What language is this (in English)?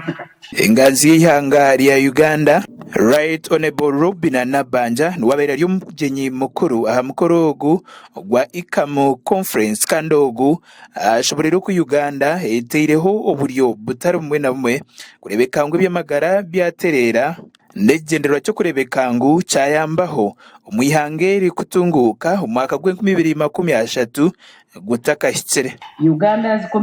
Nyankole